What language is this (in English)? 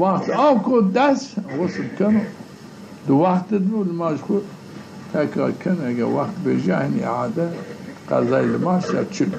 Zaza